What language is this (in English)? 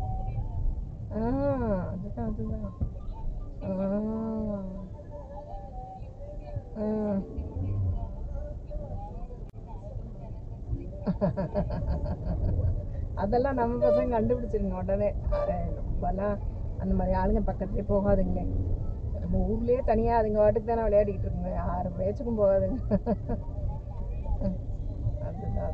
Tamil